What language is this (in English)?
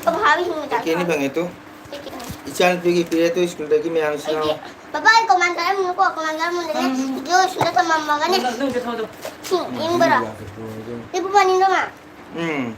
Manipuri